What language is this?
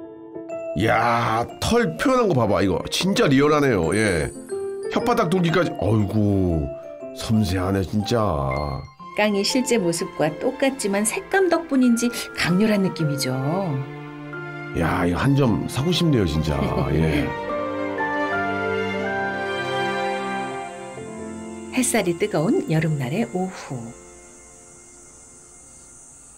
Korean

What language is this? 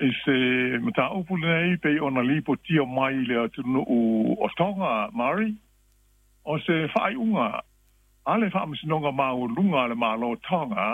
Samoan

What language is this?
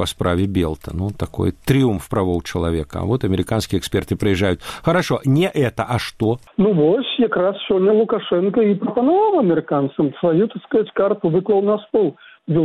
Belarusian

